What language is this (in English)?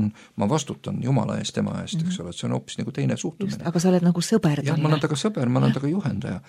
Estonian